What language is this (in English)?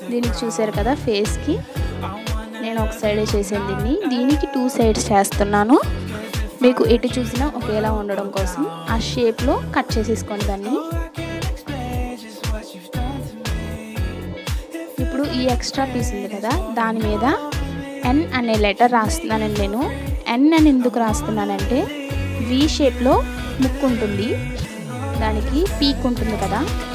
Telugu